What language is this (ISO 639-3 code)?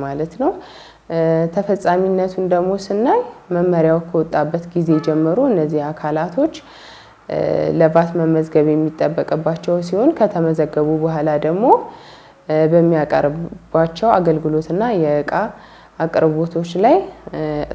amh